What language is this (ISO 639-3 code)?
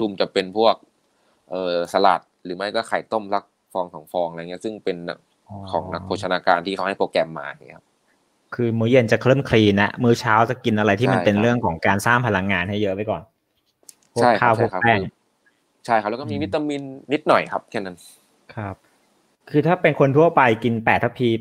tha